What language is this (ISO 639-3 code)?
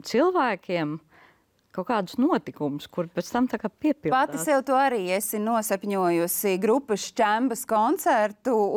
lav